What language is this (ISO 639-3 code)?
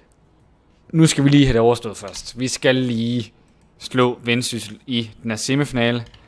dan